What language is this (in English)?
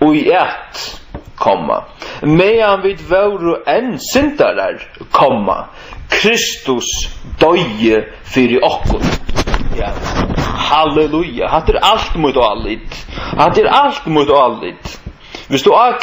Faroese